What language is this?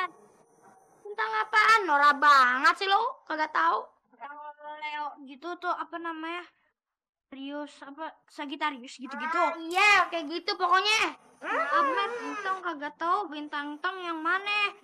Betawi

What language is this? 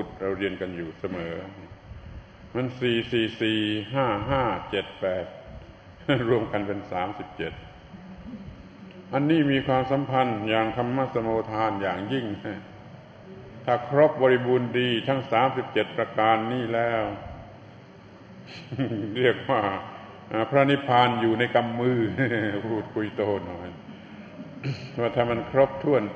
Thai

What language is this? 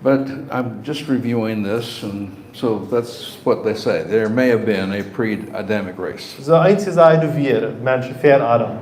Plautdietsch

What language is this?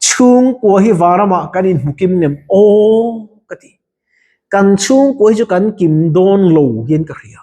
Mizo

